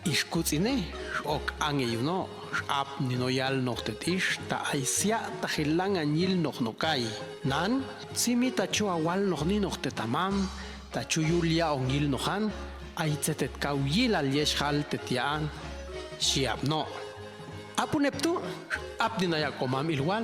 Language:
Popti'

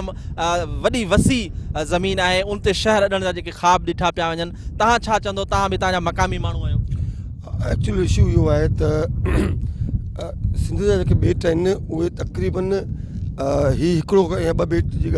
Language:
Sindhi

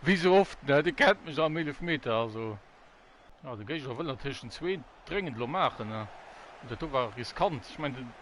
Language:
Luxembourgish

